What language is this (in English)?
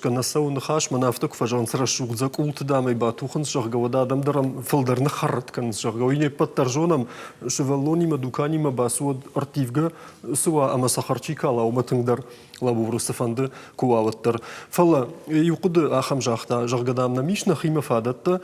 Ossetic